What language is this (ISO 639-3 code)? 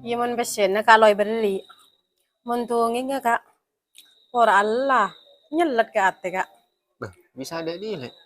mad